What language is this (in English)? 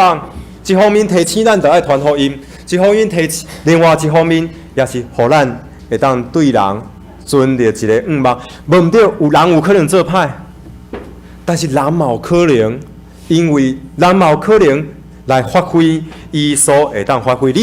Min Nan Chinese